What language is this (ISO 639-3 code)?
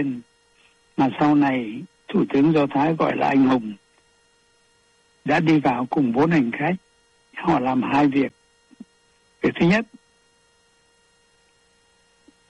vie